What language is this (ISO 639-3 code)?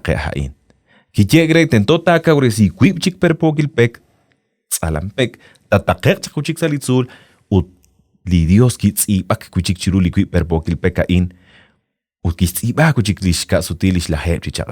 kek